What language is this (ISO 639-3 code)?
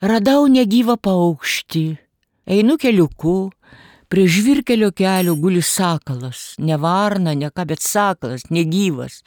lit